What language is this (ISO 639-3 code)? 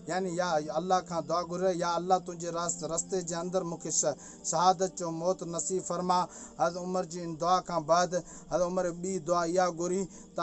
snd